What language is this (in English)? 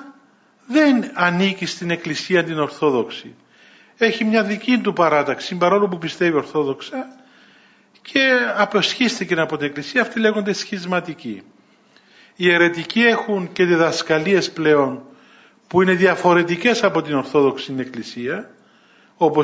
Greek